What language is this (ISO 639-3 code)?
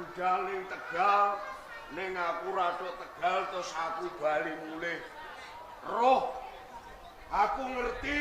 jav